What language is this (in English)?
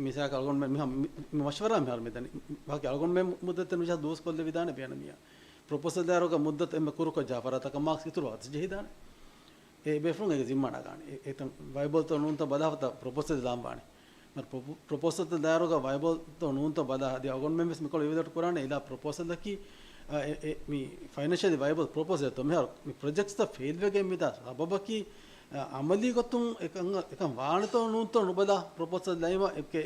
Divehi